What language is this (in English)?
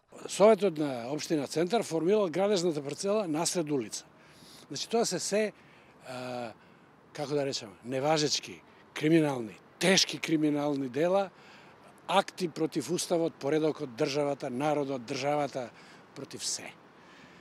Macedonian